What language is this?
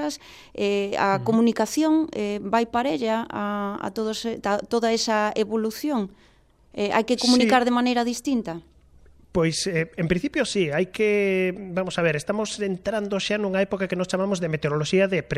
Galician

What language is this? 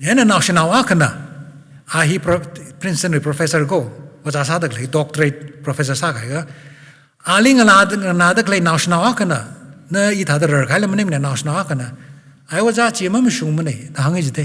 Tangkhul Naga (India)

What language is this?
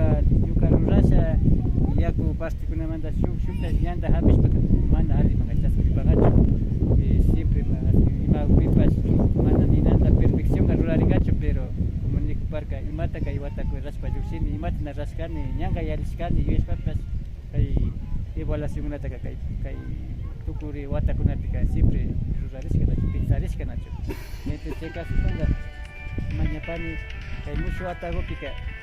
Imbabura Highland Quichua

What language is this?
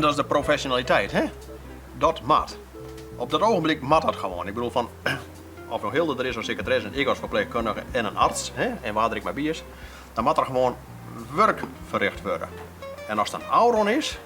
Western Frisian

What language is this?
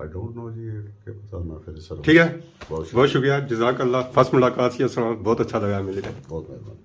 Pahari-Potwari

